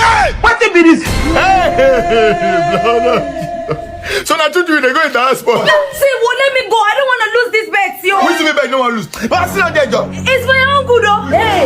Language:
Nigerian Pidgin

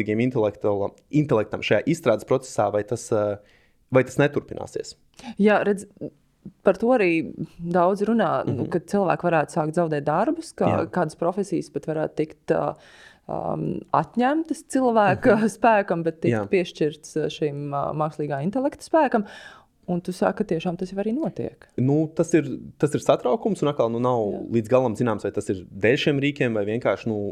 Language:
Latvian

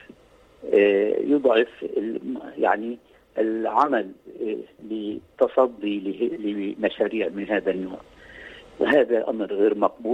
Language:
Arabic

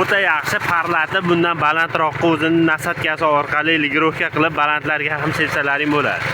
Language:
Uzbek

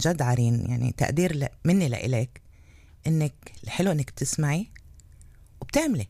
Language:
North Levantine Arabic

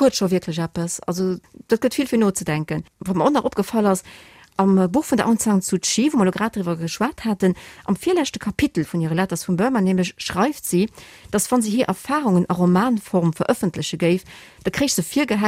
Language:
Luxembourgish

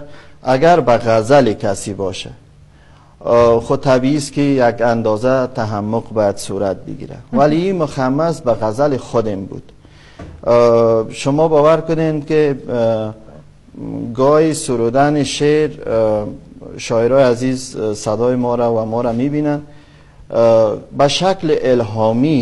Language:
Persian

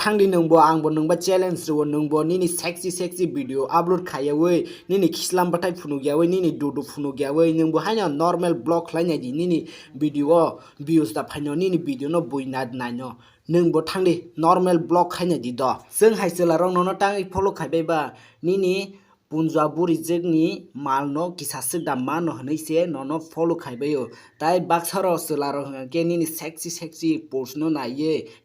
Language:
Kok Borok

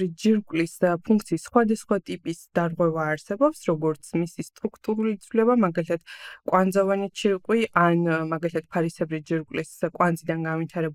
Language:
Georgian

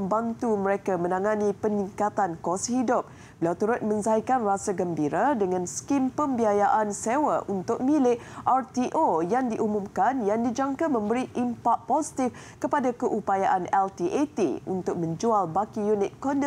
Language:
Malay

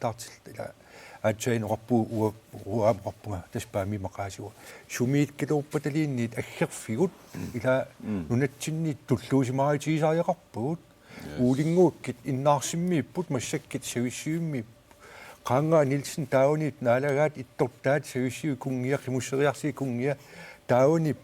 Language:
Kalaallisut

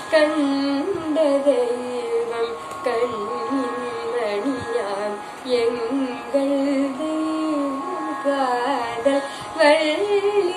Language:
Tamil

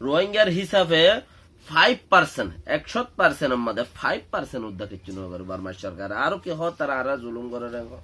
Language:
Rohingya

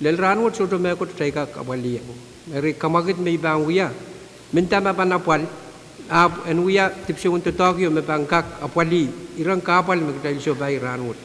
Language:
Pohnpeian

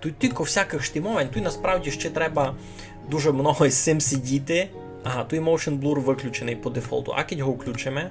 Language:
Rusyn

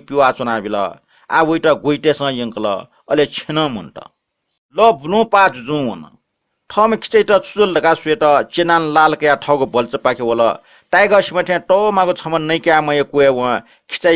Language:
Newari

